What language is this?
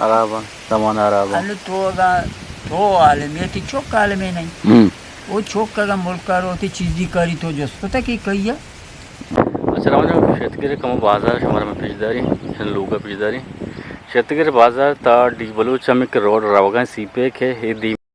Eastern Balochi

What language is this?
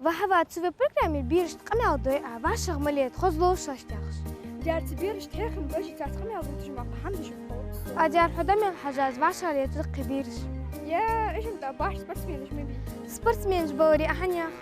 Ingush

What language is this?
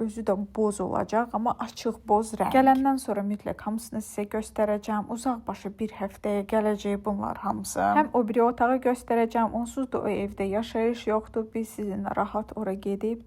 Azerbaijani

